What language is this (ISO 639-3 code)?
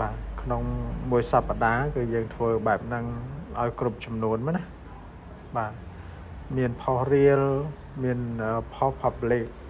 khm